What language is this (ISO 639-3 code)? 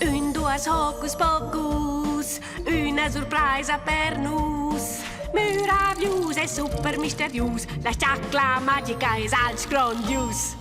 roh